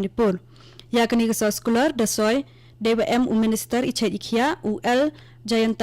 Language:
Khasi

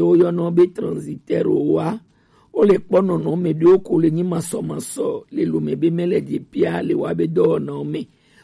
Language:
Gen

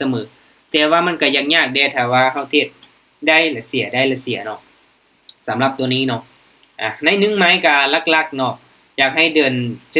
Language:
Lao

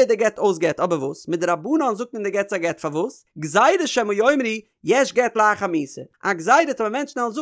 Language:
Yiddish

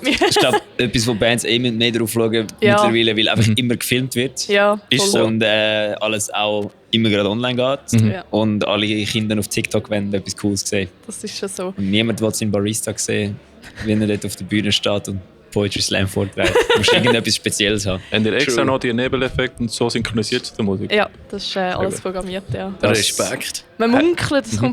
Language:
Swiss German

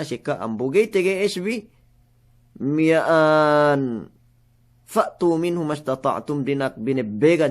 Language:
Yakan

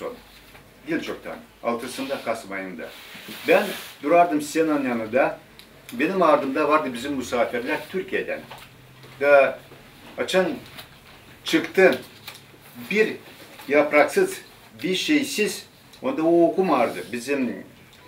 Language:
Gagauz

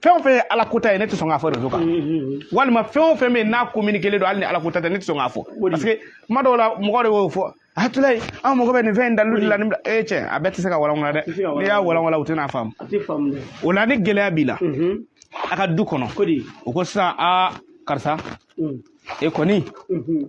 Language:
Bambara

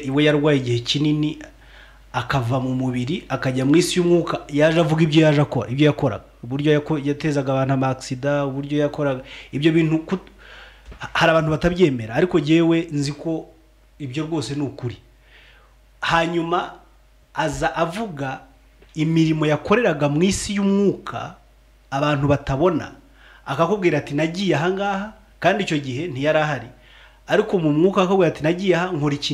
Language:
Kinyarwanda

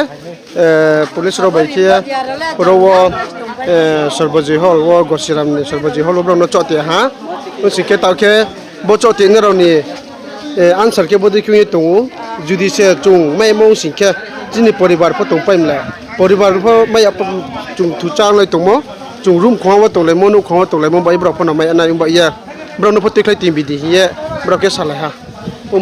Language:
Riang (India)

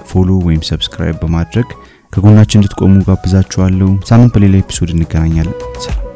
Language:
Amharic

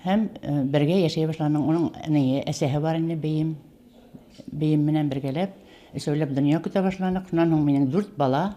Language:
Bashkir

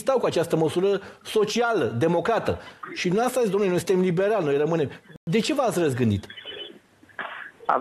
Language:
Romanian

